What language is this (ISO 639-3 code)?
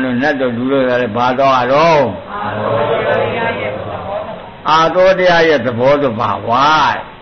mya